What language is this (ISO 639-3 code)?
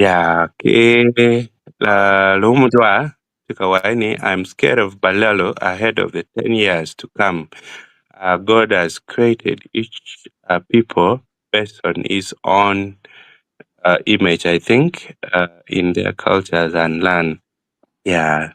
ach